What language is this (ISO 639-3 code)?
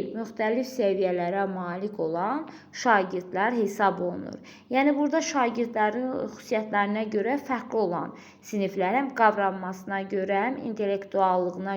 aze